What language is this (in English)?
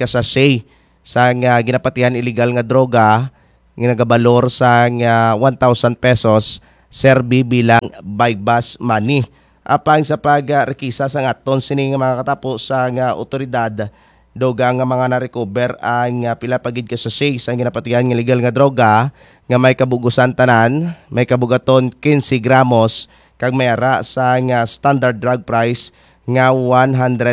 Hiligaynon